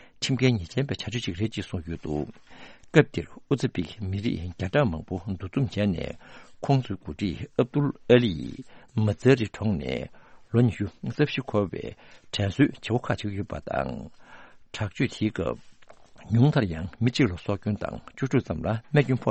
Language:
Tibetan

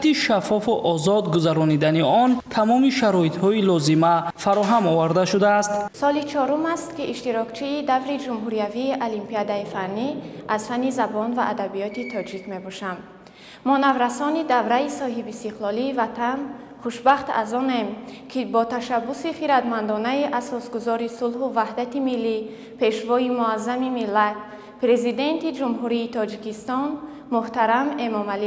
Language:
Tajik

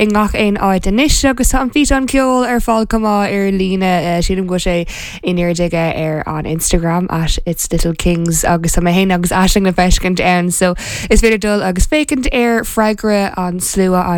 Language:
Irish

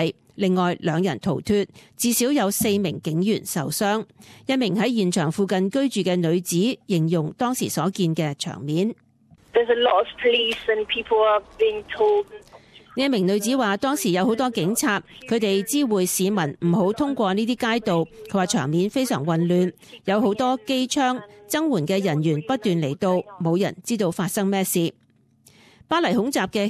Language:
Cantonese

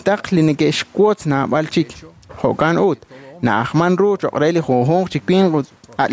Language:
Kekchí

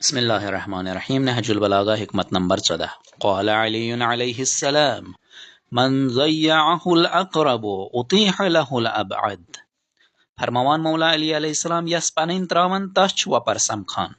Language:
Kashmiri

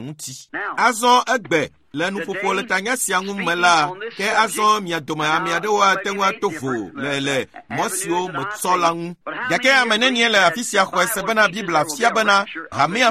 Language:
Ewe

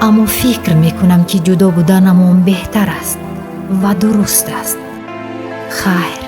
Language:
Tajik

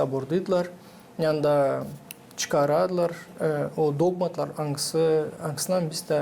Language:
Gagauz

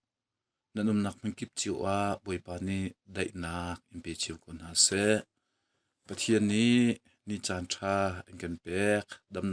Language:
Hakha Chin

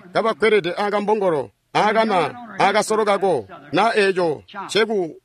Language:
Tonga (Zambia)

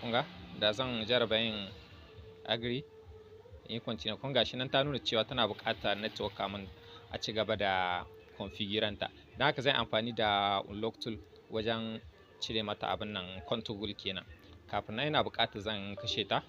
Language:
Hausa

